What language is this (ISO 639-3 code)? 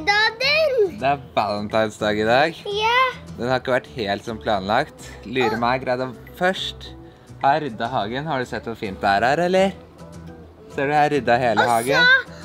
nor